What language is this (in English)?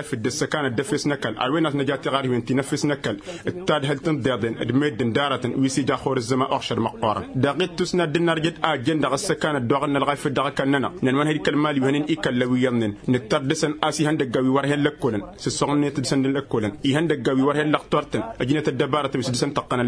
Tamasheq